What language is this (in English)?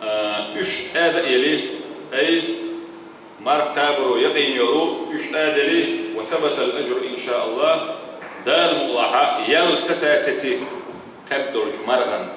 Chechen